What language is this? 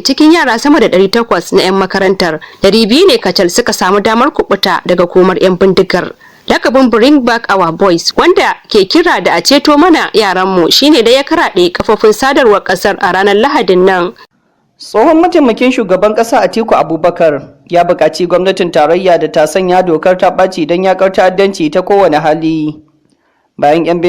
Hausa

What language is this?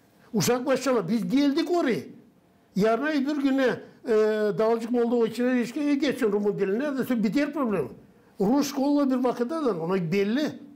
Gagauz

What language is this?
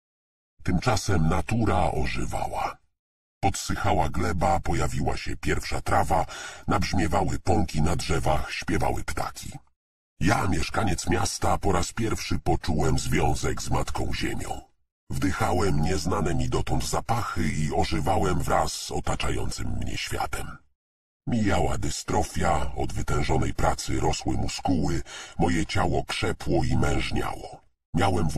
Polish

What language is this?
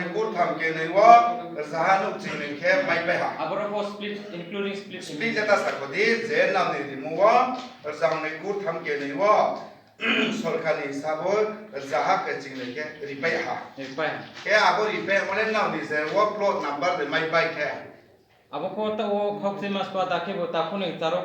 Riang (India)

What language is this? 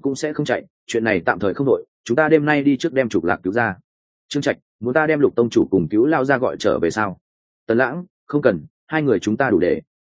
Vietnamese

